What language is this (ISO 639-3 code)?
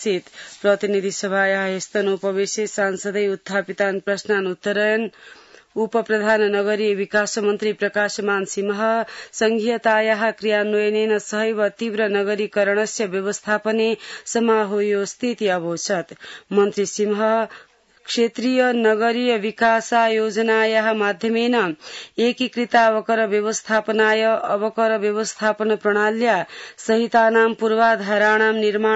san